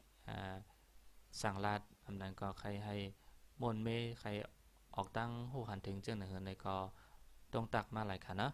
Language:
Shan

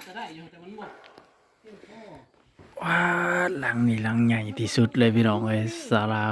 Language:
Northeastern Thai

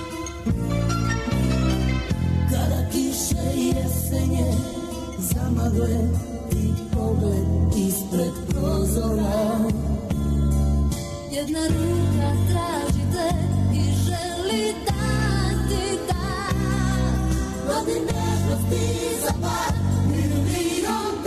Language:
Serbian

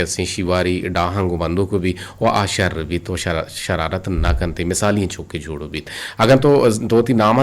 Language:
Eastern Balochi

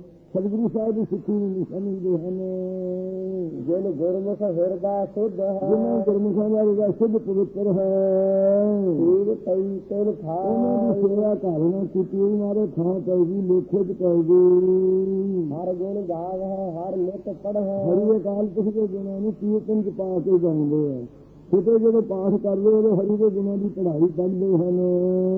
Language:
Punjabi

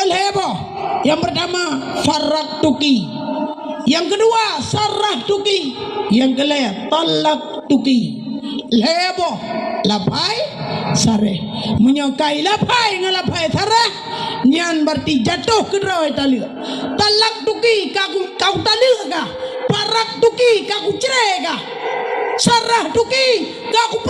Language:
Achinese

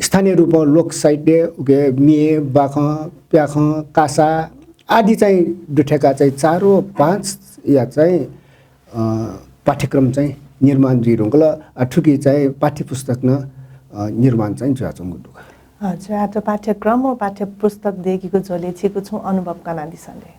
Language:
Newari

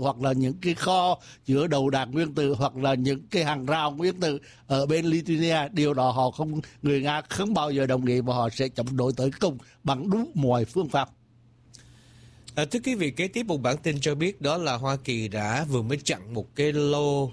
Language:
Vietnamese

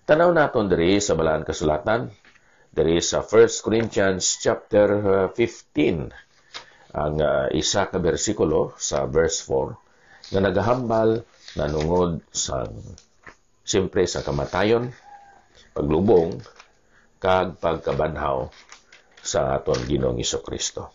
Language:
Hiligaynon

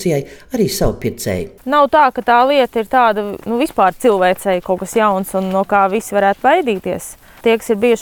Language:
Latvian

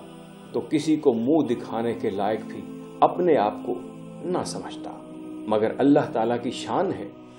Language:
Urdu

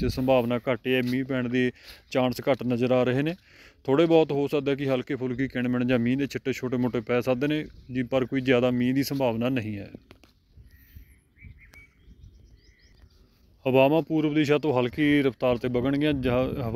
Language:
Punjabi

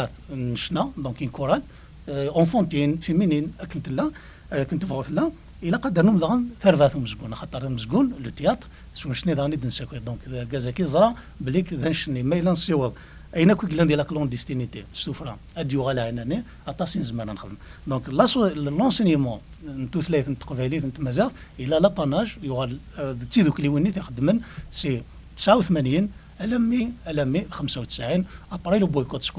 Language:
Kabyle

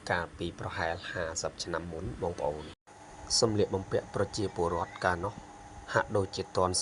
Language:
Khmer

